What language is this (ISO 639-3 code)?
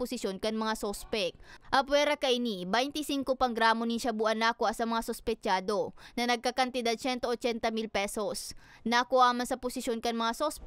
bik